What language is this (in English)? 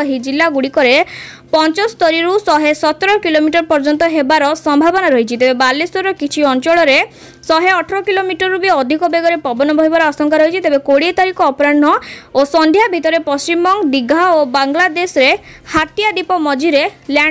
Odia